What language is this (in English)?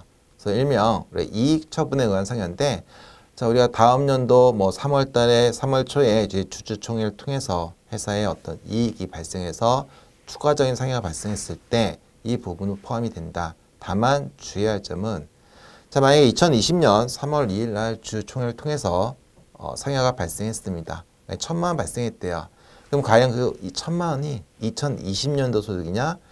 Korean